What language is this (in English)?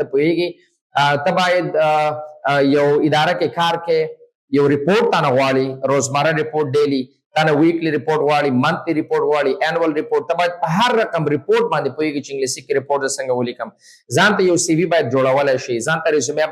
Pashto